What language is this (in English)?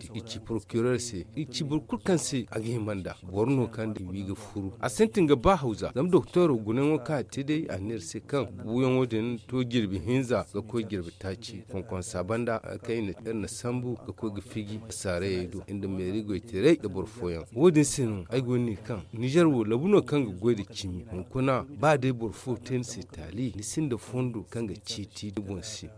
Zarma